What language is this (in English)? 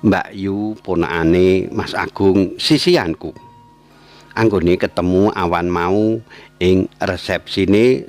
Javanese